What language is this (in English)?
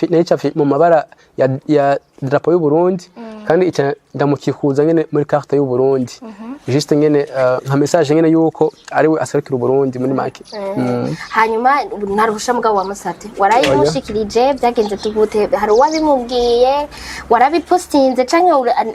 Rundi